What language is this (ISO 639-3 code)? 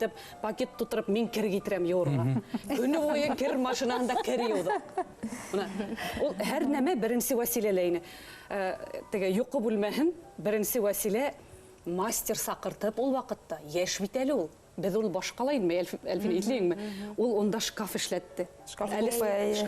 bak